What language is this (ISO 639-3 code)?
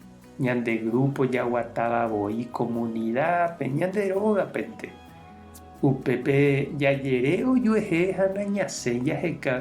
grn